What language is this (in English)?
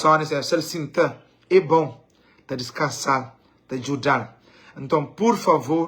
Kabuverdianu